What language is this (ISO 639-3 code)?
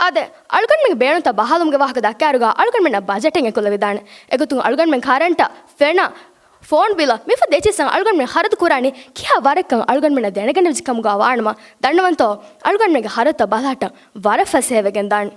div